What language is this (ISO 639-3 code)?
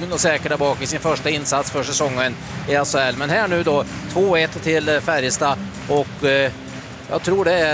swe